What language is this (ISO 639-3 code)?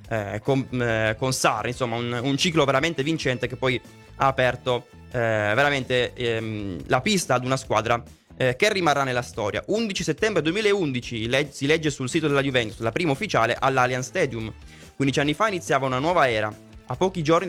ita